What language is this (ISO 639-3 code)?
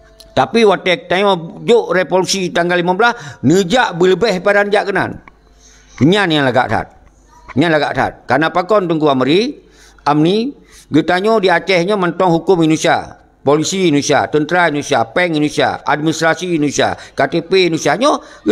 ace